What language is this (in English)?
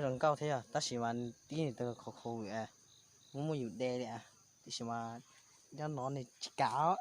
Hmong